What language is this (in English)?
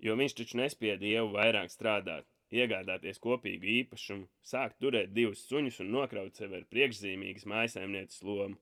Latvian